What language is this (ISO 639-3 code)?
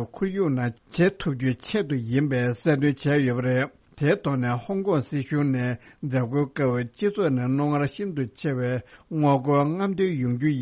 bod